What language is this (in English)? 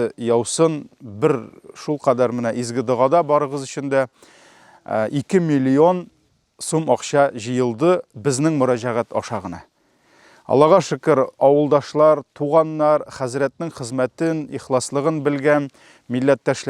Tatar